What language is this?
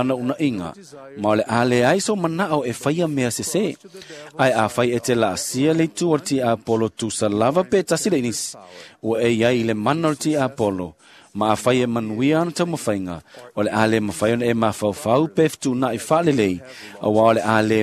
Samoan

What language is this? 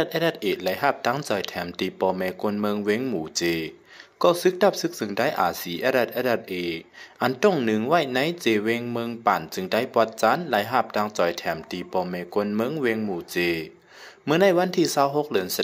Shan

